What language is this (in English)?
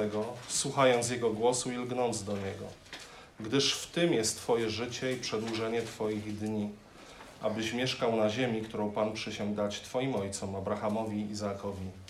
Polish